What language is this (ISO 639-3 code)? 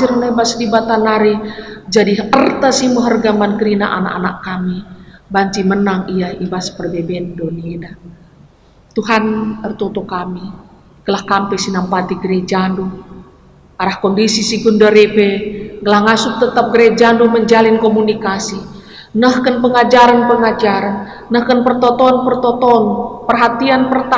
btx